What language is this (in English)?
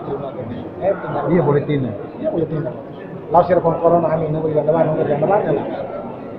Tetum